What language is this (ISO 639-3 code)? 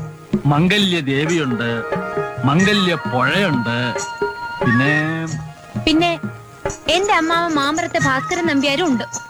mal